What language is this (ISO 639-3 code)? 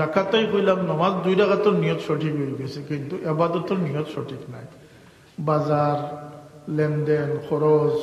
syl